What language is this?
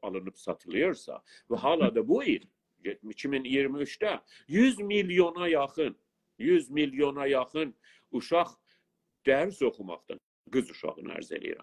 South Azerbaijani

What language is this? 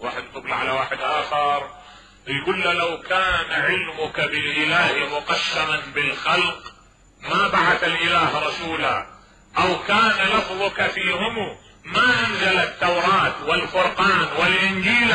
Mesopotamian Arabic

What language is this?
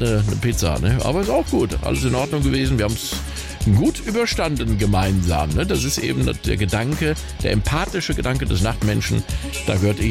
German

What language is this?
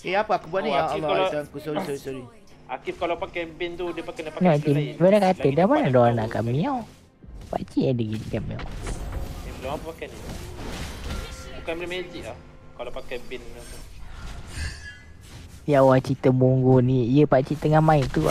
Malay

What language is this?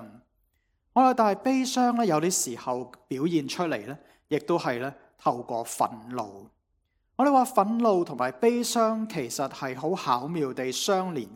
Cantonese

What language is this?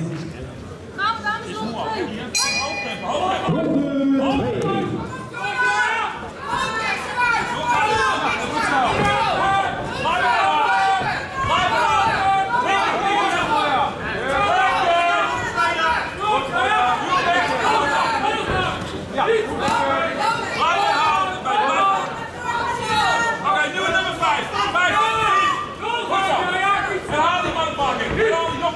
Dutch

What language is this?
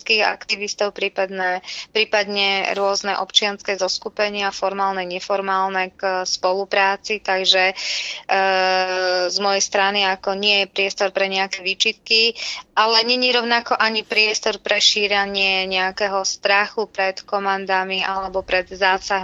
Slovak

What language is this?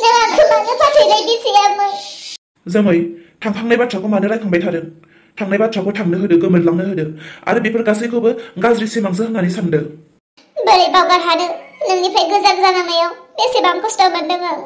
Bodo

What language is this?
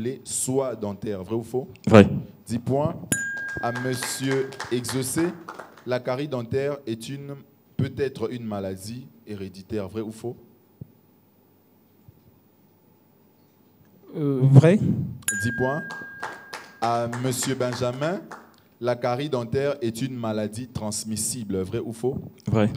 French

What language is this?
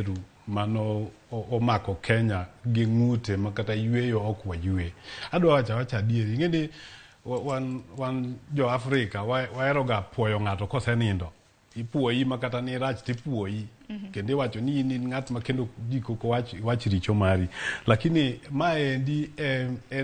Luo (Kenya and Tanzania)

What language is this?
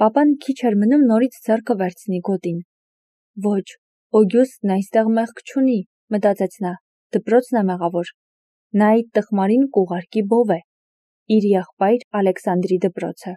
Armenian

